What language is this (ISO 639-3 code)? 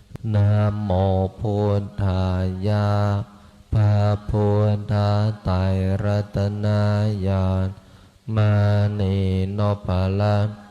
pli